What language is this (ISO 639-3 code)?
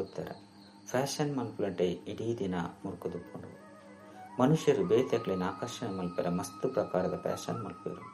tcy